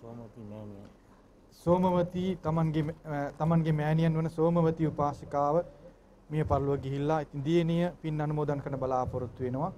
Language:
Sinhala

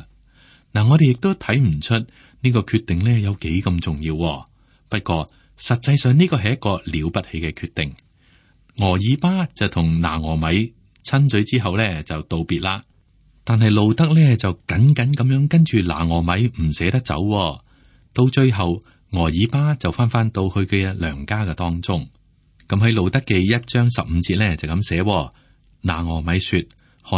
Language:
Cantonese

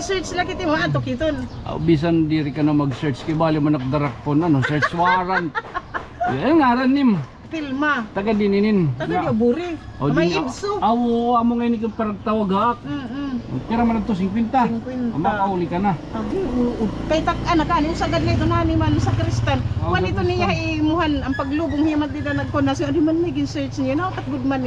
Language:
Waray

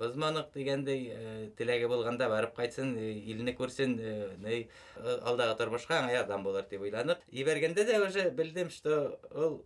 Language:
Bashkir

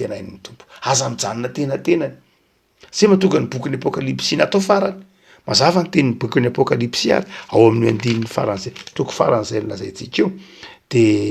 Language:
Malagasy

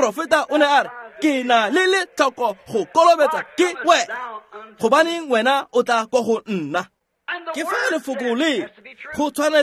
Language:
Tswana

